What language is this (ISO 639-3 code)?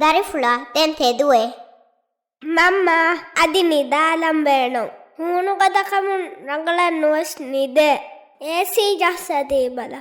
div